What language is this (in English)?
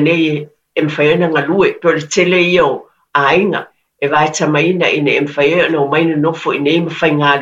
Samoan